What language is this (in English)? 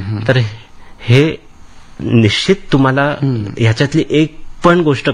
Marathi